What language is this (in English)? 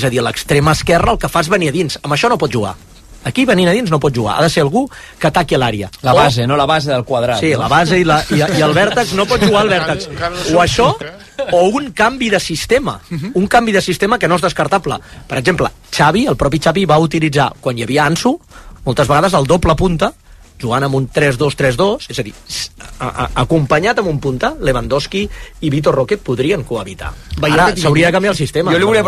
Catalan